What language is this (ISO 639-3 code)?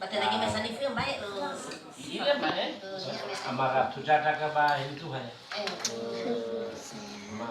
nia